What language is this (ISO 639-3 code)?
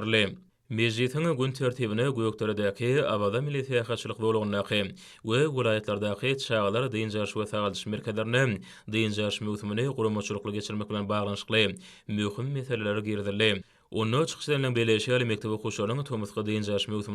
tuk